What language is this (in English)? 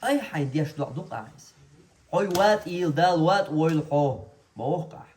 Chechen